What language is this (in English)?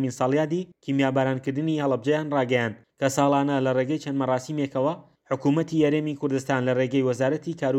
Central Kurdish